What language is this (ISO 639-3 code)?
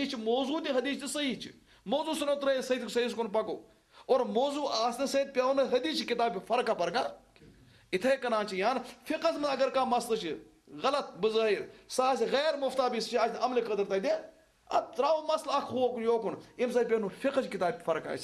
kas